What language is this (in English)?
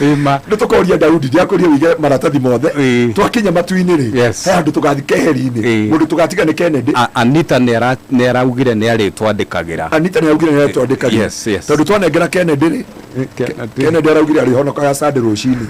Kikuyu